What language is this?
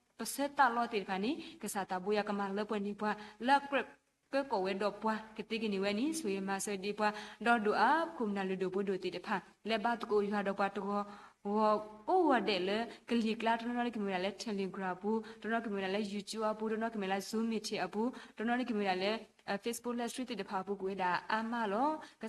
S'gaw Karen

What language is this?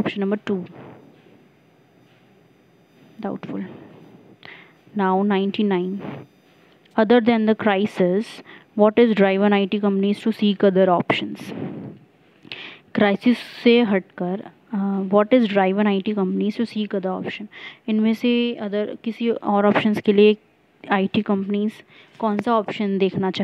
Hindi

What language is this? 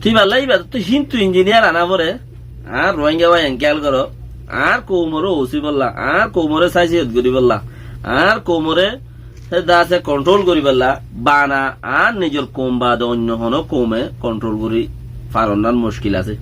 Rohingya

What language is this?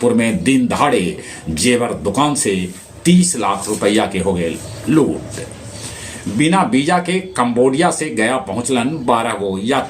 Magahi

